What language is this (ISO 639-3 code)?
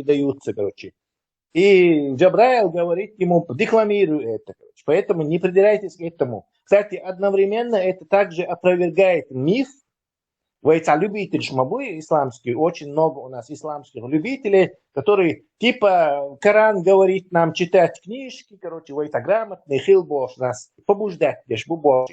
che